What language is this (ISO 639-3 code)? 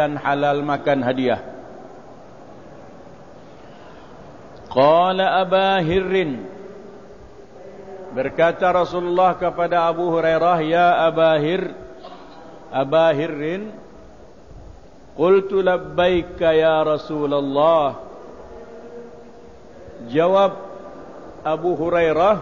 msa